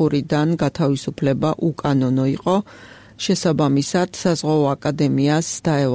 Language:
Georgian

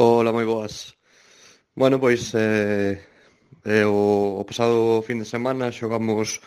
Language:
Galician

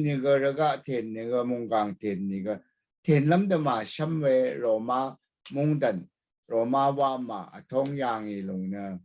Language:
Rawang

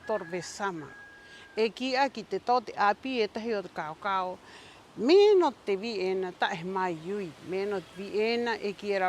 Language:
Rapanui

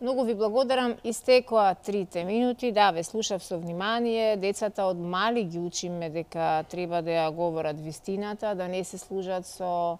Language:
Macedonian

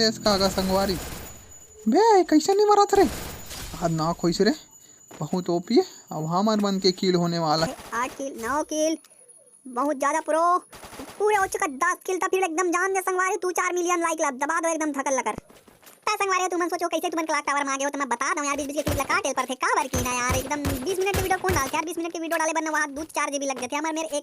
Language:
Chhattisgarhi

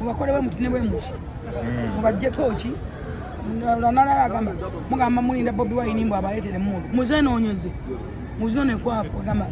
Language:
Ganda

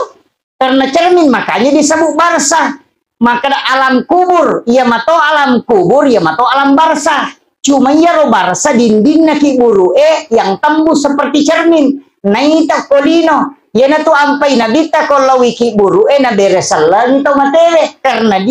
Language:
Buginese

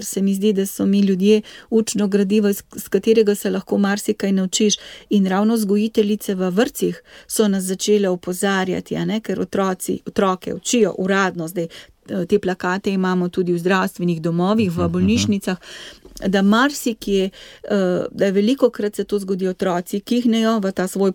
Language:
Slovenian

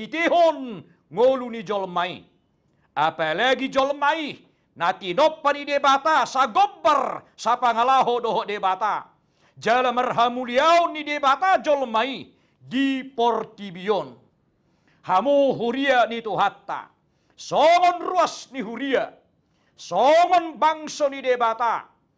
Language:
Batak Toba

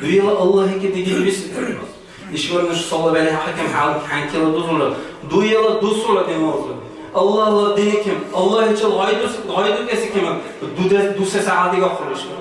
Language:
Dargwa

